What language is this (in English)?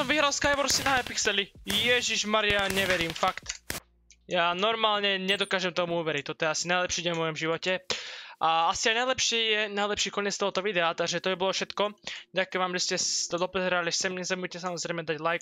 Slovak